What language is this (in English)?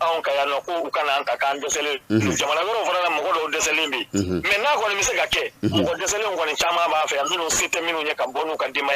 Bambara